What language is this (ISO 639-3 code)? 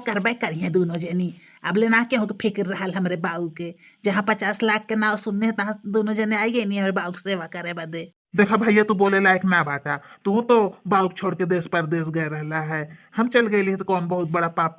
bho